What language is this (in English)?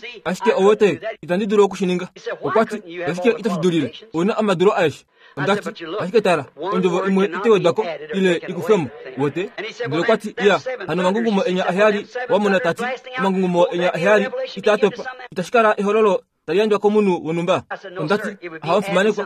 Kuanyama